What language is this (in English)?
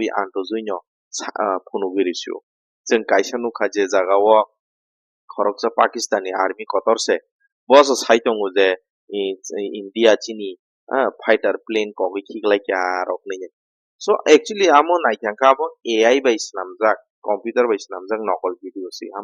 Kok Borok